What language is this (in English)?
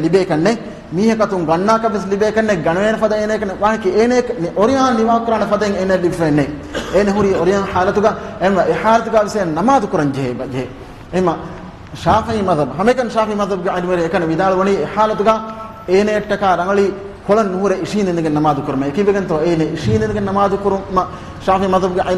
Divehi